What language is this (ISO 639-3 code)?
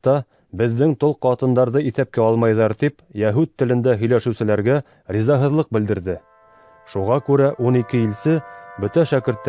bak